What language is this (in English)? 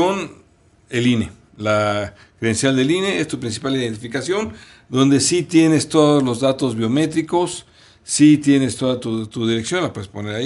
Spanish